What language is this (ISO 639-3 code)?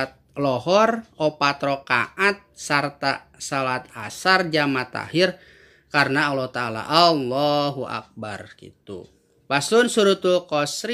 sun